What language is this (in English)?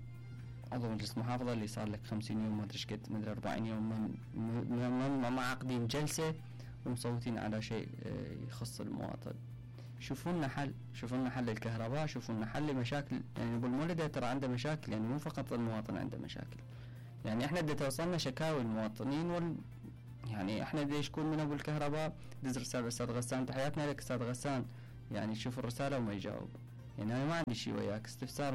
Mesopotamian Arabic